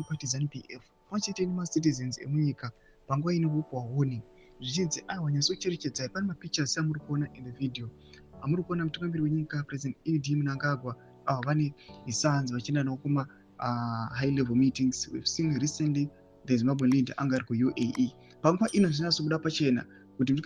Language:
Shona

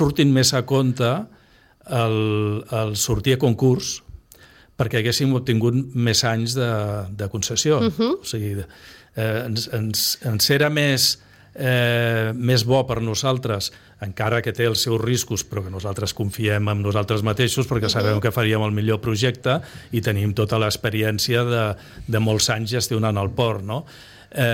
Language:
Catalan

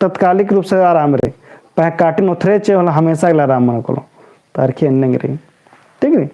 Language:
Kurukh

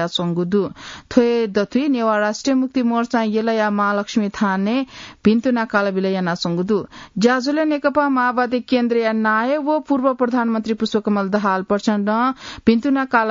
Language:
Newari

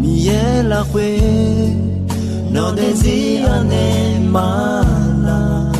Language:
Akha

